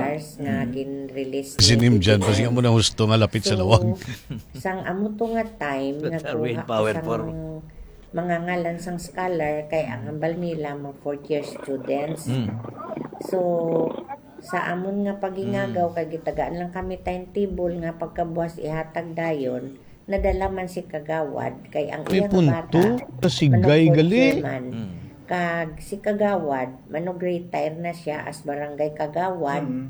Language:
Hiligaynon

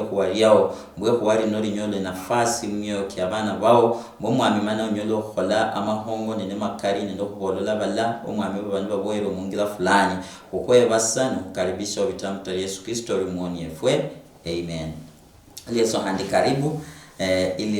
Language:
Luyia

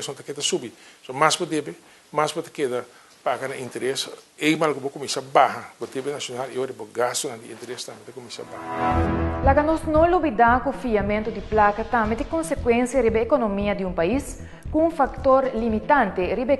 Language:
Papiamento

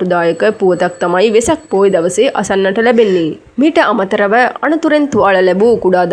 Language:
Sinhala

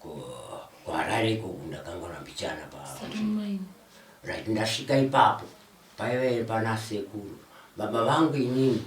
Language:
Shona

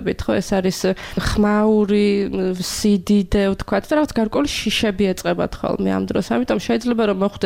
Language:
Georgian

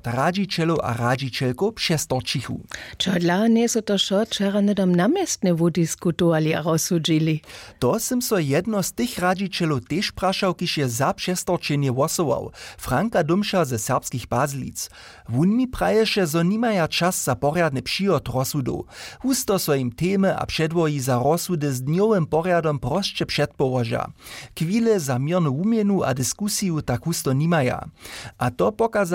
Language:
Upper Sorbian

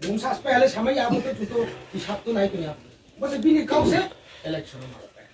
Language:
Riang (India)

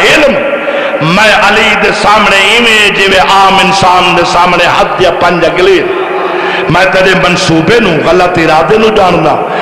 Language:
Saraiki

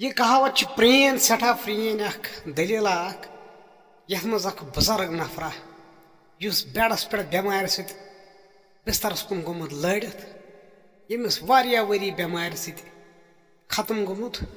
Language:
Kashmiri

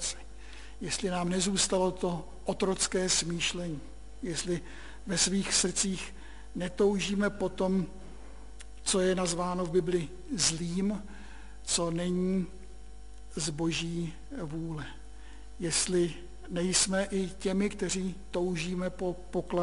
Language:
Czech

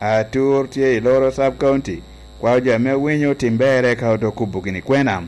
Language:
Lango (Uganda)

